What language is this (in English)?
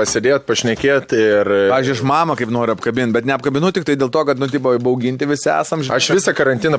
Lithuanian